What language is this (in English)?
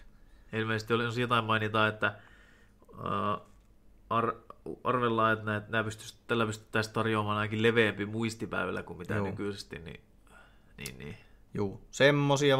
Finnish